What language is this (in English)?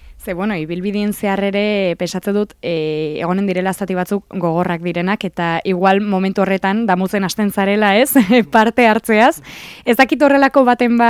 Basque